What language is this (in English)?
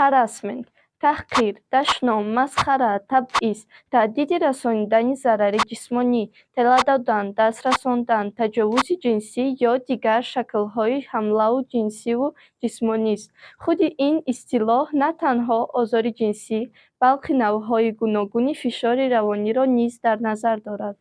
Tajik